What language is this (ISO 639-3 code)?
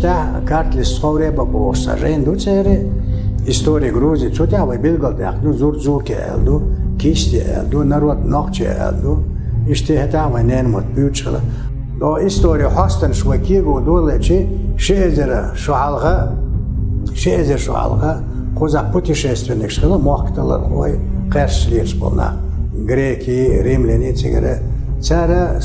che